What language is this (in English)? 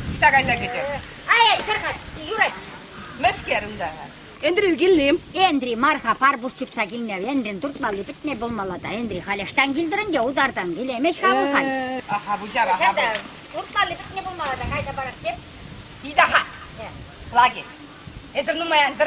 Chuvash